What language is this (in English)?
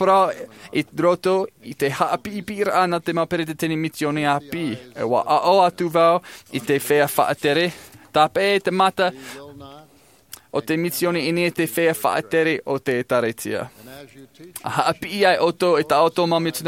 Tahitian